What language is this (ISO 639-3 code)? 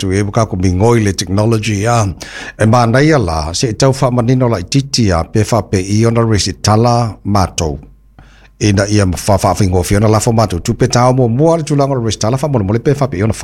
smo